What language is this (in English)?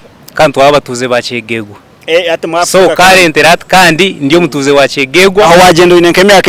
Nyankole